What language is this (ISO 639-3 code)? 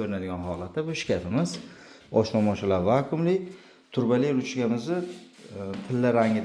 uzb